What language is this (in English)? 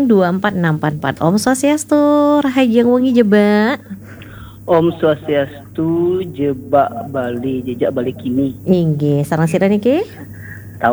Balinese